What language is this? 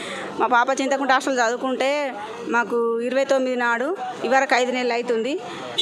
Telugu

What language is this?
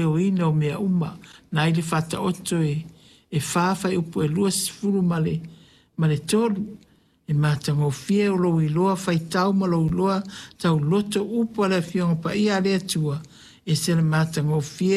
Samoan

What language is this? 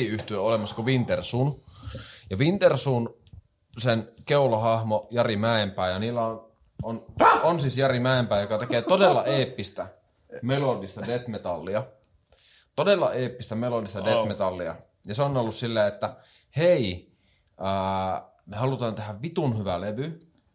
Finnish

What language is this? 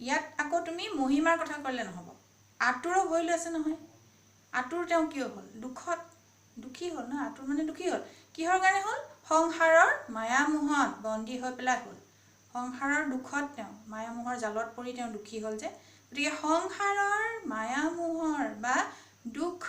Assamese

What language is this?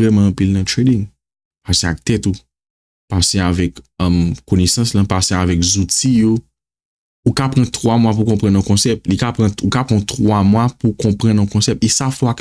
Haitian Creole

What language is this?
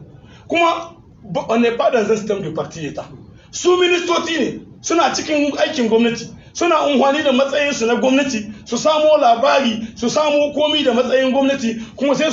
Hausa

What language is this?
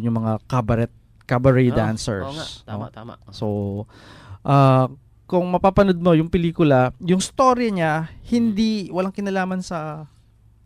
Filipino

